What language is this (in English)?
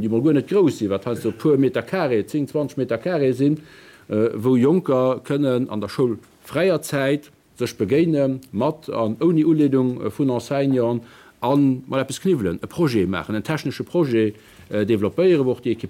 Luxembourgish